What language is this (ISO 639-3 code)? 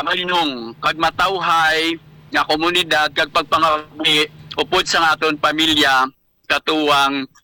hil